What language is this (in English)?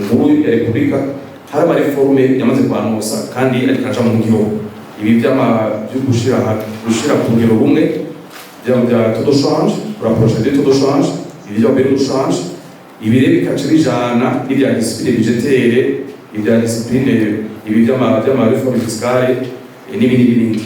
Rundi